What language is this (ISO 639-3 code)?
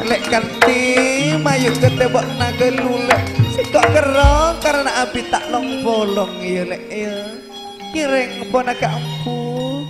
mad